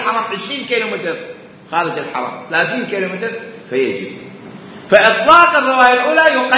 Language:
Mesopotamian Arabic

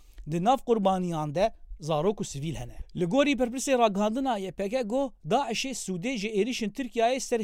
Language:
Kurdish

